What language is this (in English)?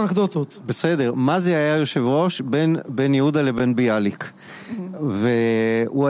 Hebrew